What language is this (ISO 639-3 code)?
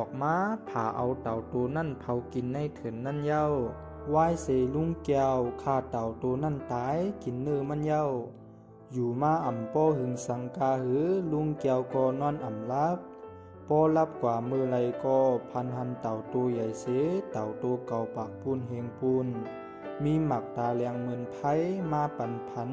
shn